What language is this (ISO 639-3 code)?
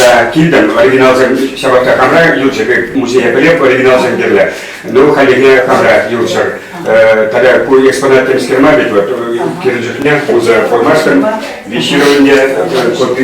chv